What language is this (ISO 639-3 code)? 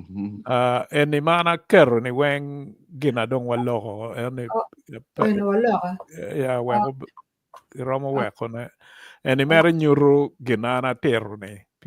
ach